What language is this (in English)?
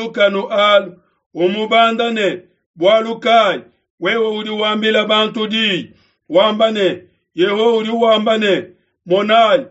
Luba-Lulua